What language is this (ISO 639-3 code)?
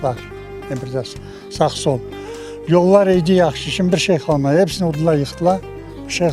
crh